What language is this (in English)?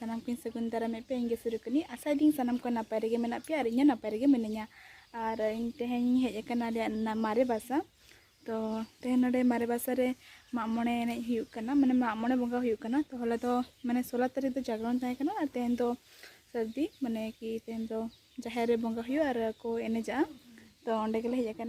Santali